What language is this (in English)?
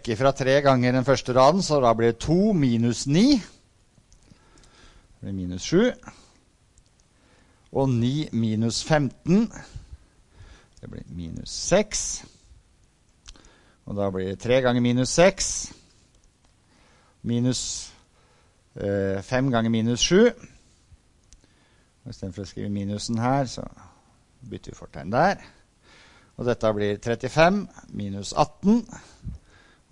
Norwegian